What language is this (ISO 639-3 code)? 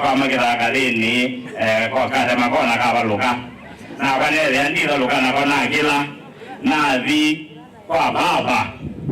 kam